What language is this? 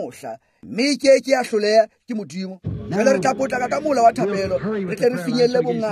Tswana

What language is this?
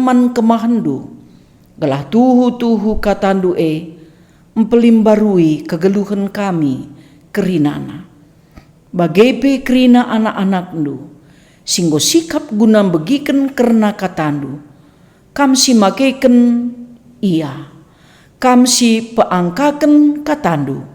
Batak Karo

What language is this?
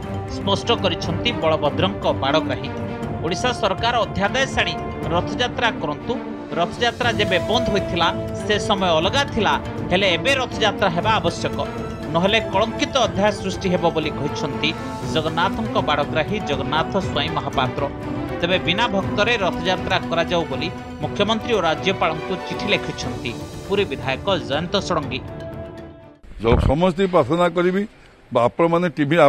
Odia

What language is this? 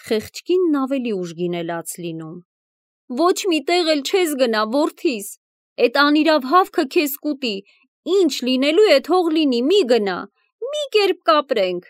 Armenian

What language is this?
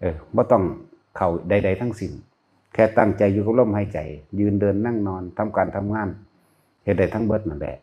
Northeastern Thai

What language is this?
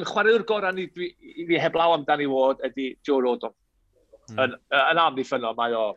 Welsh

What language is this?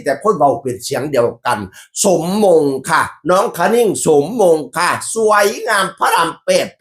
Northeastern Thai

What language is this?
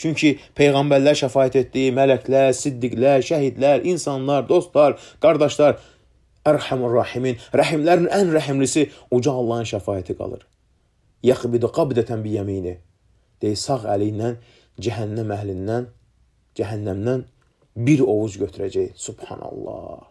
Azerbaijani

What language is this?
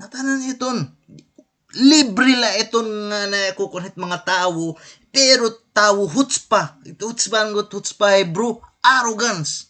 Waray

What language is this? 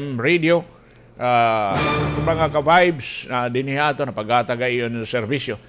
Waray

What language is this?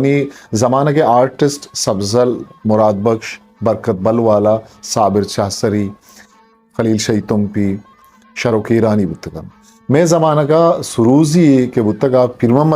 Eastern Balochi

